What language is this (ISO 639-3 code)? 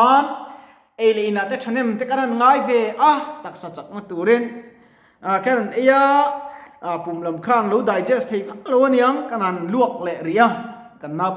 lus